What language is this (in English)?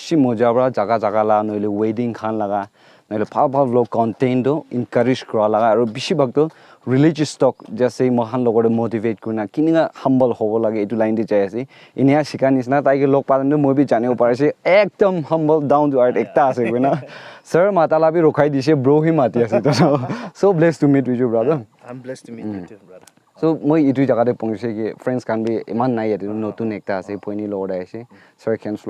Naga Pidgin